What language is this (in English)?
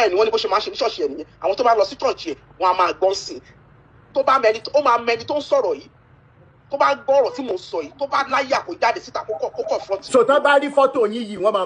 Yoruba